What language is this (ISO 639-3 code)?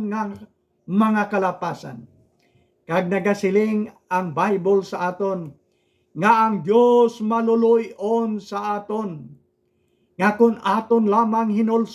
hil